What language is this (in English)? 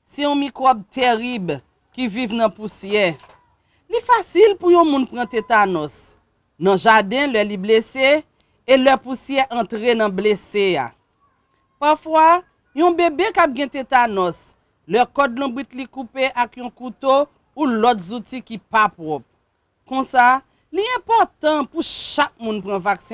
Haitian Creole